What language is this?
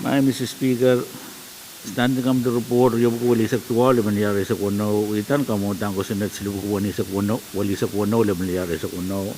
Pohnpeian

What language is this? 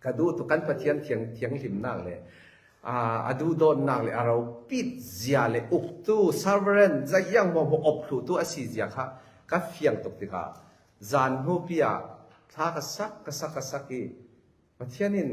Falam Chin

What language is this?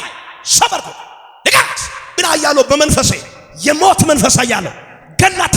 Amharic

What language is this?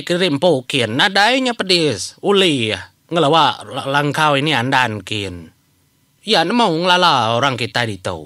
Iban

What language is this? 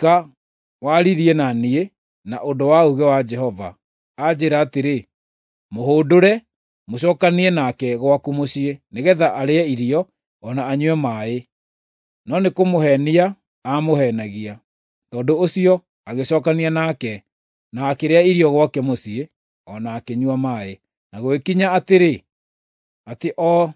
Kikuyu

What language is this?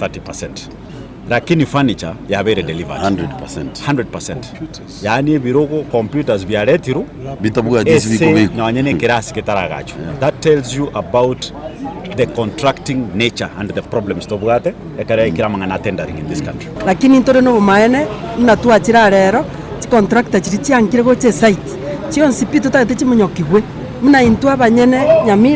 Gusii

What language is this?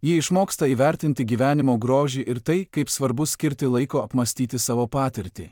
Lithuanian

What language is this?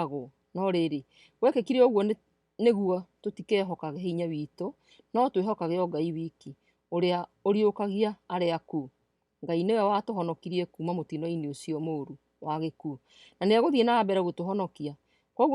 Kikuyu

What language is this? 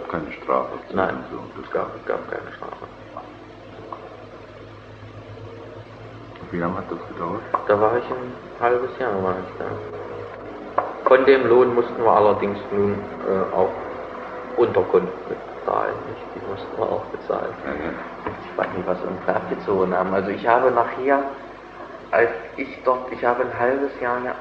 German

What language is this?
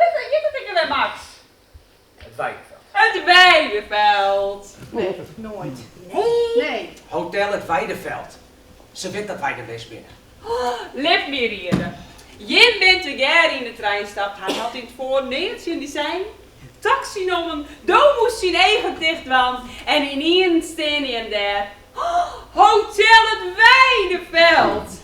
Western Frisian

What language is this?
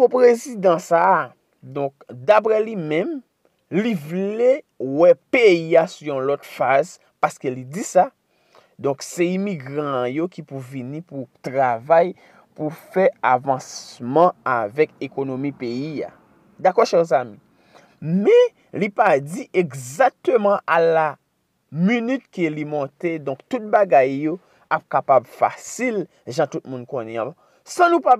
Haitian Creole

